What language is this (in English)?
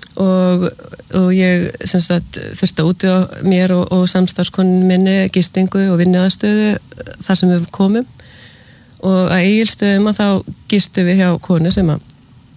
Icelandic